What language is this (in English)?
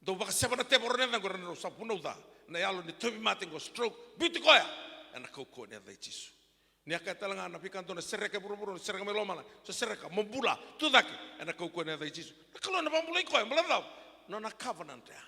Fijian